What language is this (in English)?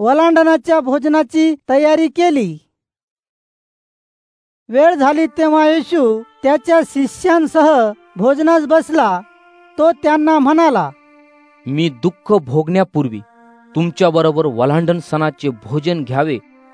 Marathi